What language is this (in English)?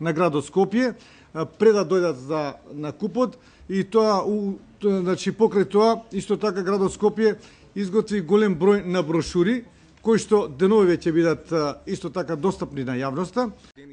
Macedonian